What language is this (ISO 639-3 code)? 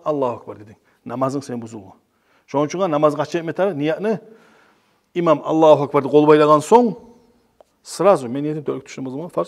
kum